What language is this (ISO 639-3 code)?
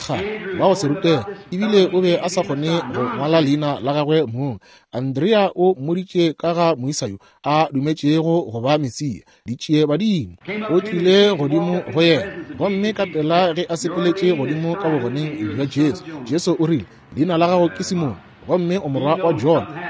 nso